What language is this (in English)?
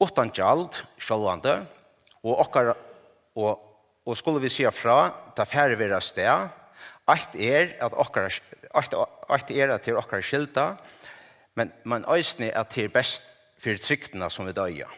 Faroese